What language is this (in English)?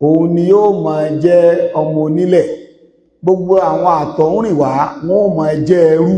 Yoruba